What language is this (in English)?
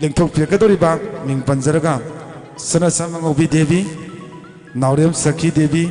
Manipuri